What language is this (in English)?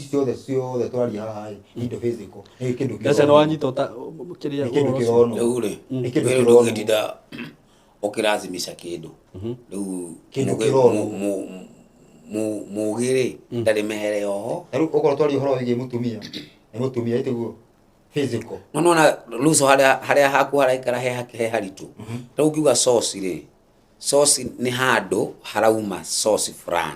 Kikuyu